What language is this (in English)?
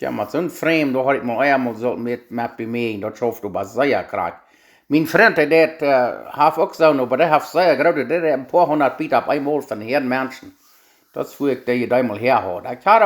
Plautdietsch